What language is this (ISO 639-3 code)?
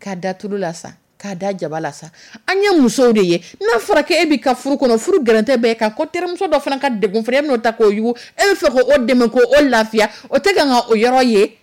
dyu